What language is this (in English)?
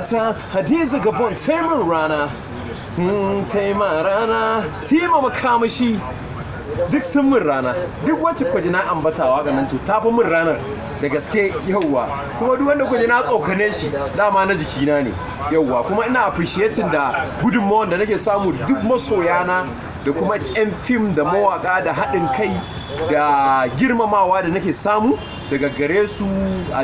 Hausa